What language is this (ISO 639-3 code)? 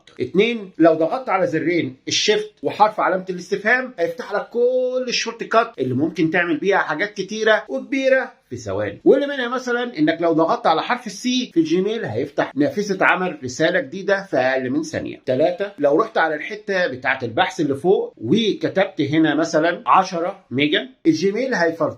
arz